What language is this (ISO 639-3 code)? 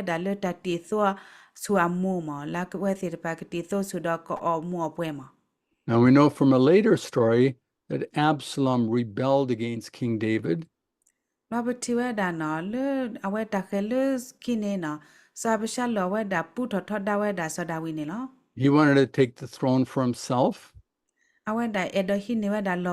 ksw